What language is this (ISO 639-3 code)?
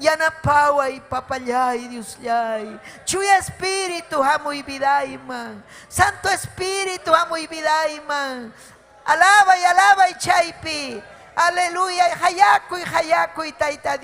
quy